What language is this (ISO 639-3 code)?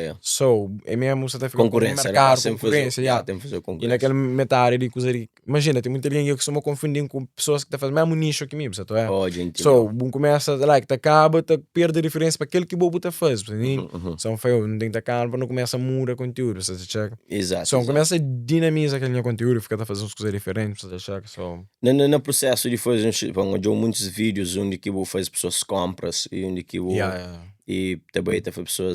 kea